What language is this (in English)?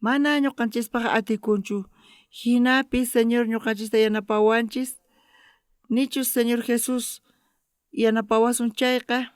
South Bolivian Quechua